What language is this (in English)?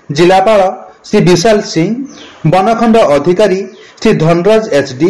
Odia